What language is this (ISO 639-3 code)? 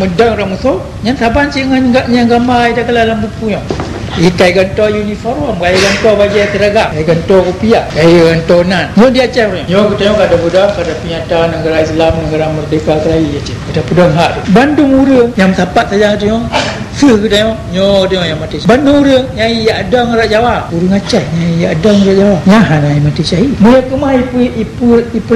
ace